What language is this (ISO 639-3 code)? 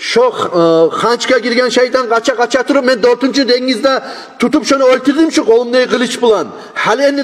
kum